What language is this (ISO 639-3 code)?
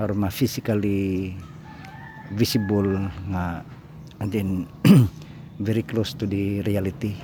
ceb